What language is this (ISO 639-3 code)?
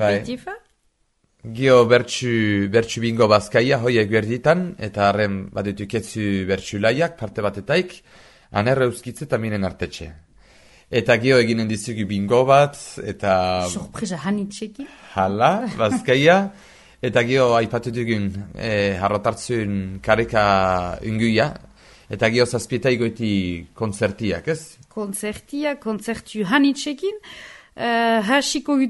eus